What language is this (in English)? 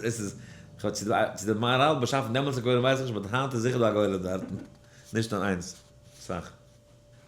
Yiddish